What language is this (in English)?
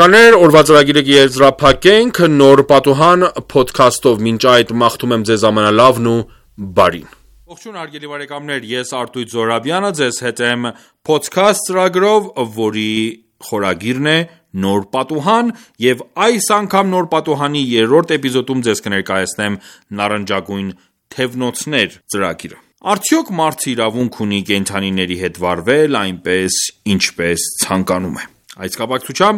Armenian